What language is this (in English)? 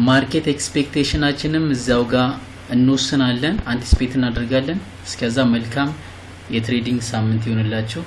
Amharic